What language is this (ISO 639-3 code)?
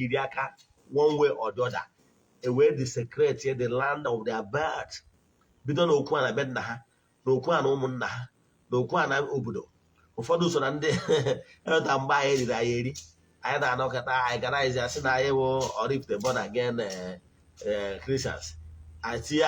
ibo